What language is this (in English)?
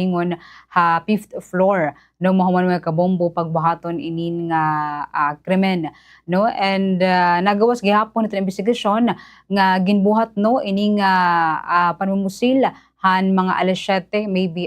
Waray